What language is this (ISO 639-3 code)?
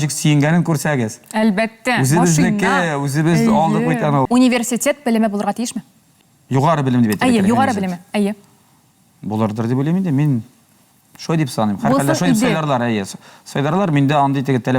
tat